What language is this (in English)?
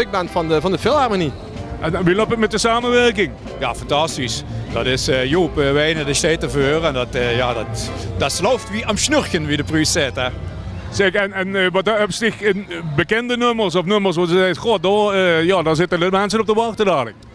Limburgish